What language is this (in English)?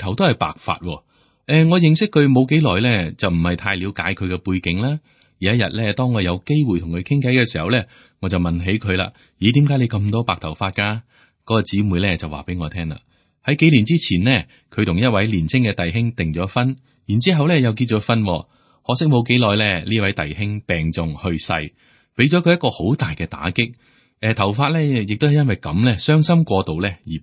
Cantonese